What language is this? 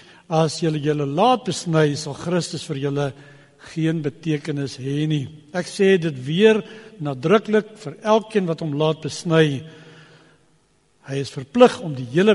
Afrikaans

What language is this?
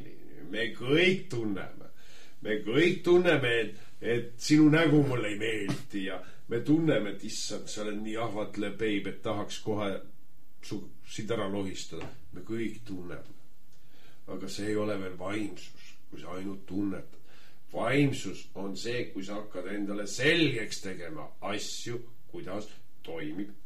Estonian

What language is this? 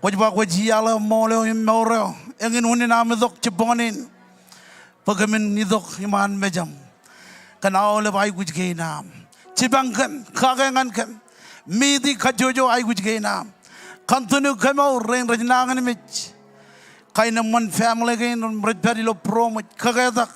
Marshallese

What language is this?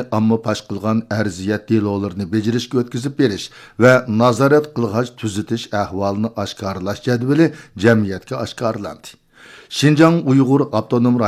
Uyghur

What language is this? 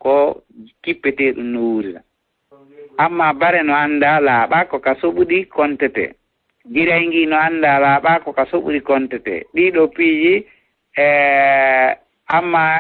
Fula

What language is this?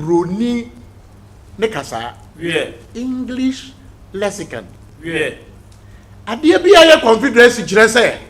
Akan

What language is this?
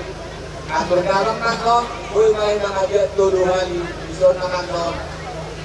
Batak Toba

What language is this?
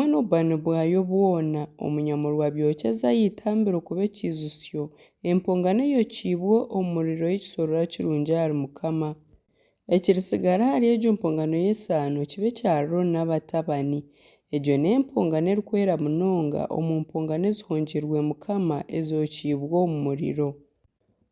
Nyankole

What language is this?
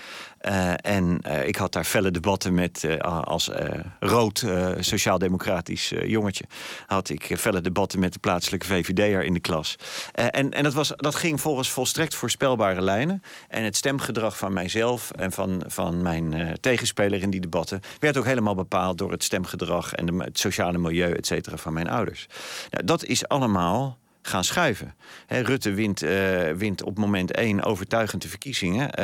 Dutch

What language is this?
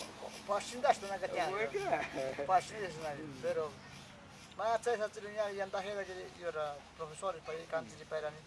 Ashéninka Perené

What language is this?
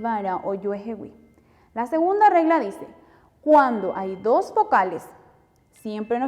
Guarani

